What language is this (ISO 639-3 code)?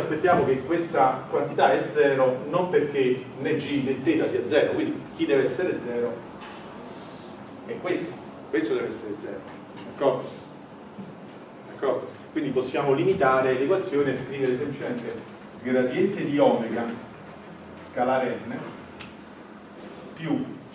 ita